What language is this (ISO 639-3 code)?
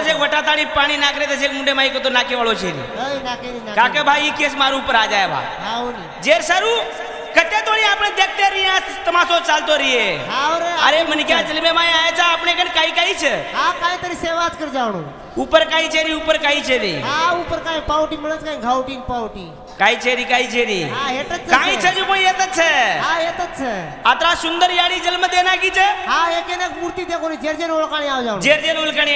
lmn